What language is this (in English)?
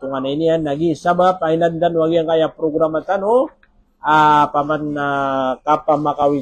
Maranao